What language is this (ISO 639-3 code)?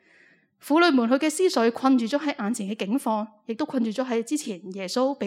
yue